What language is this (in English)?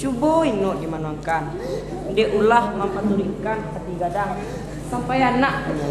Minangkabau